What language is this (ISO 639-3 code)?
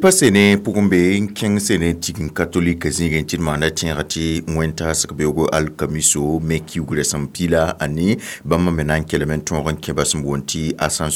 mos